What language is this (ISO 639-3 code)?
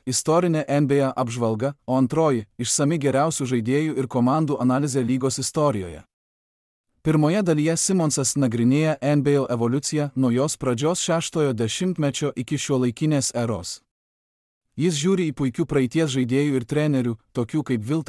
lit